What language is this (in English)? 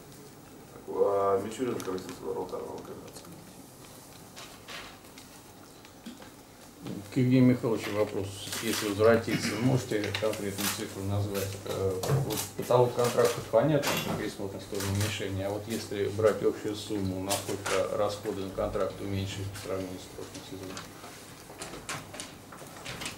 Russian